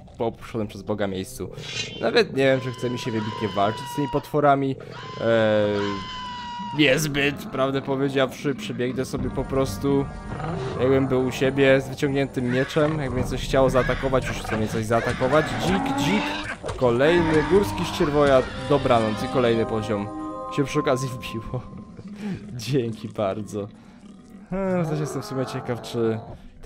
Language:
Polish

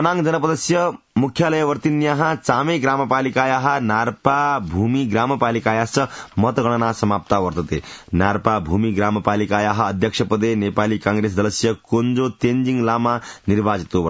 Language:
Sanskrit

